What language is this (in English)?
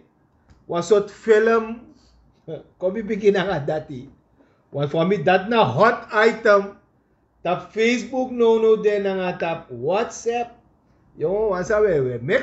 Sranan Tongo